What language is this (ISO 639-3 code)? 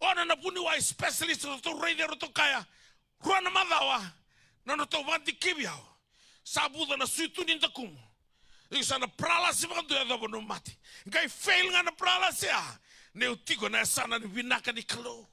fij